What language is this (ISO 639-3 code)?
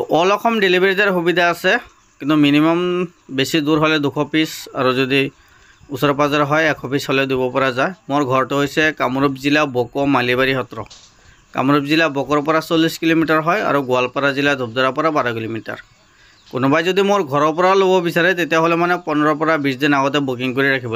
asm